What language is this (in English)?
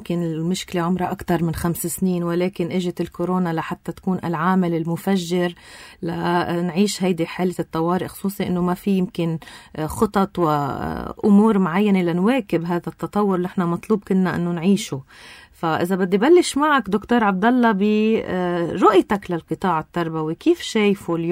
North Levantine Arabic